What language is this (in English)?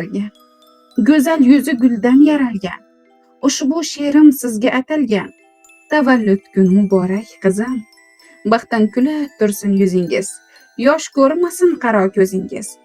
Uzbek